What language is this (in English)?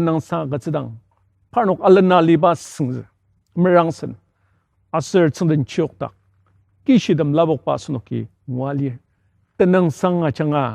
Ao Naga